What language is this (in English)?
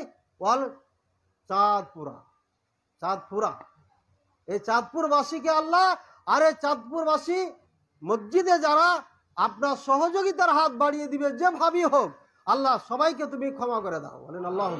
Bangla